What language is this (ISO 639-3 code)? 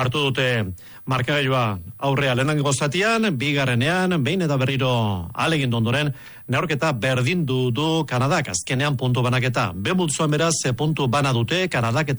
eus